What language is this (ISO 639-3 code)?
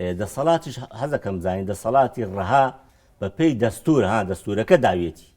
ckb